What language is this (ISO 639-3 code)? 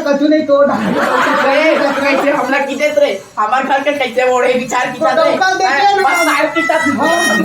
hne